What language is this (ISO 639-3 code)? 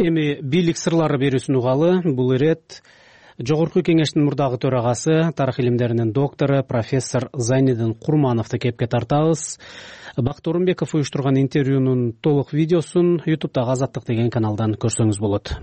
kir